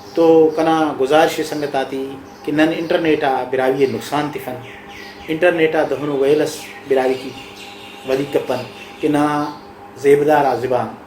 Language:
Brahui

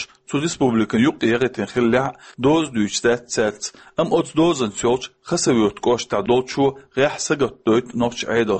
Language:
Chechen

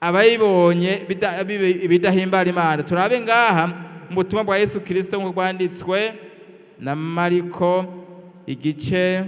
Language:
Rundi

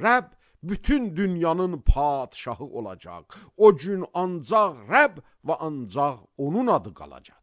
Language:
Azerbaijani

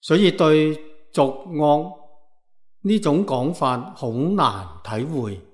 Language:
Cantonese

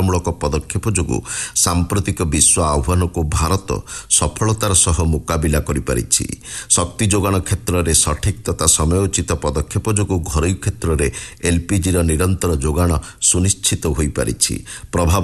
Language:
Odia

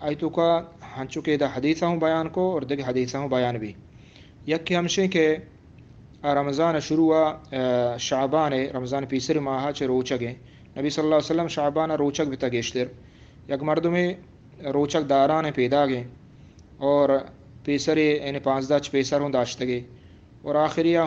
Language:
Eastern Balochi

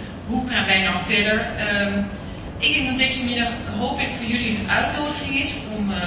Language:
Dutch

